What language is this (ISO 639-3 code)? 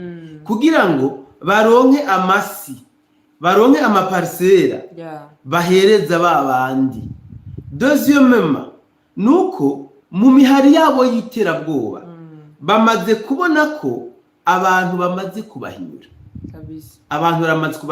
run